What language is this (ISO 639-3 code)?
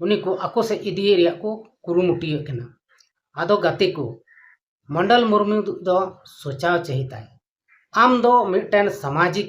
sat